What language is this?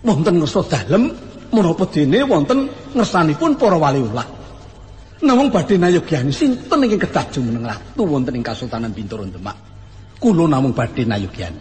Javanese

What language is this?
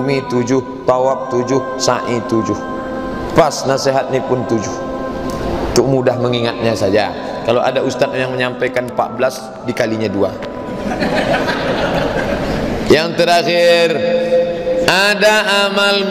Malay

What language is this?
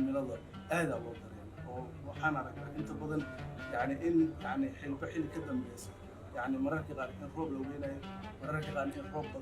Somali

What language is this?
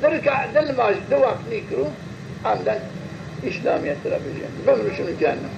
Zaza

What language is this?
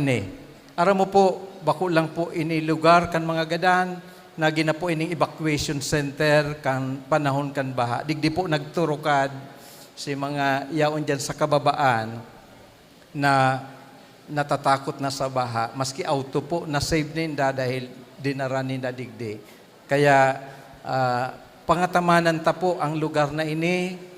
Bikol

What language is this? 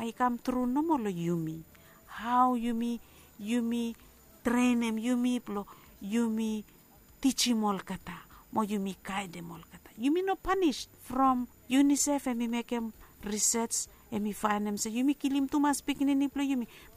Bislama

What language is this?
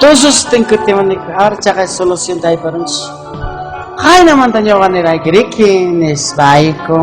Ayacucho Quechua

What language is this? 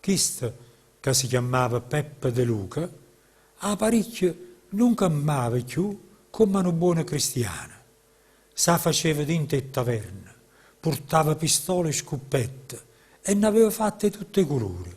Neapolitan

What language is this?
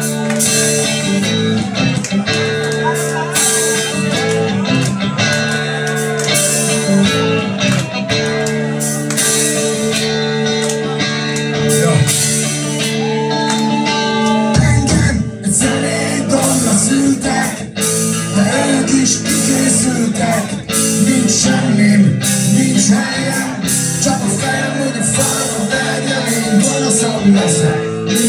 Hungarian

